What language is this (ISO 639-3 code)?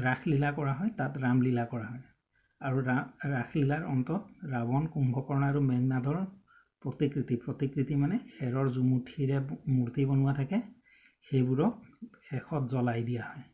asm